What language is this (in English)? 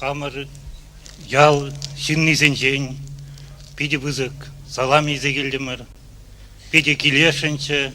Chuvash